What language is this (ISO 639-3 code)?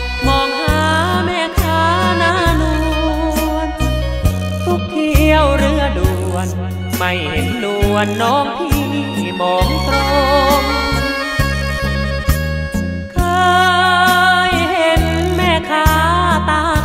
tha